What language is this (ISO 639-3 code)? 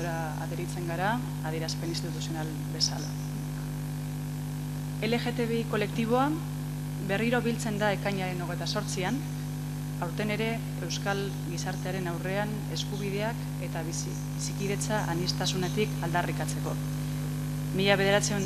eus